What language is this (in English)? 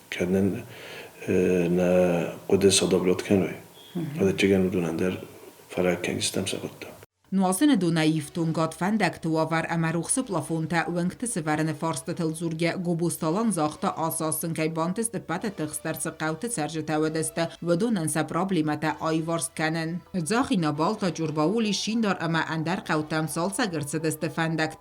Ossetic